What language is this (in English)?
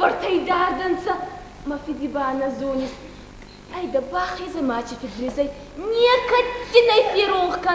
Ossetic